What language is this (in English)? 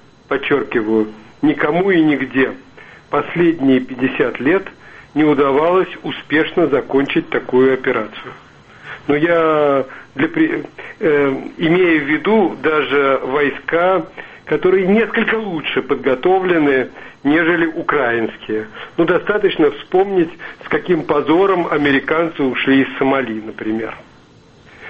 Russian